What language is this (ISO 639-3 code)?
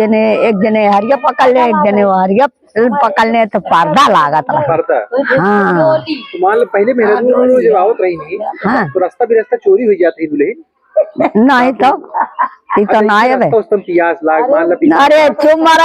awa